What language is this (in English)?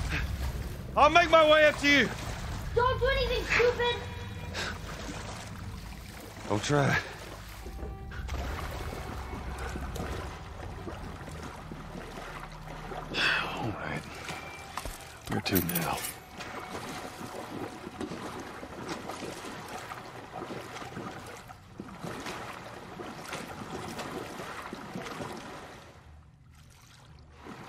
English